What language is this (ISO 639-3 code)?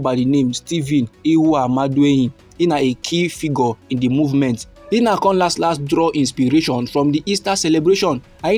pcm